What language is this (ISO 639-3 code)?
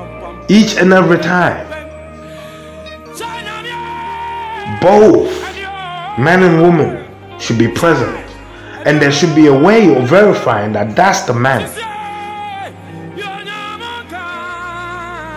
eng